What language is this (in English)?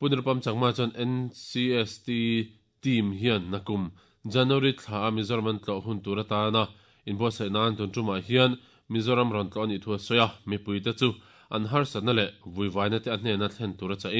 Mizo